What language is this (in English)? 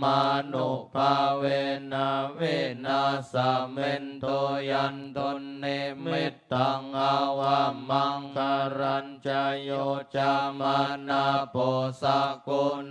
Pali